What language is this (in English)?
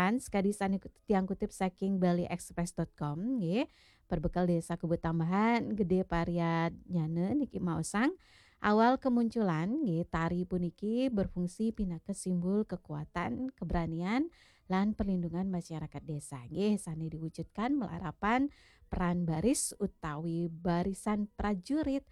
Balinese